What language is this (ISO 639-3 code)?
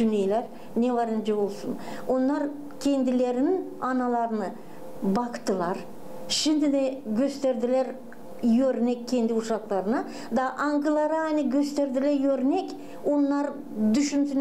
gag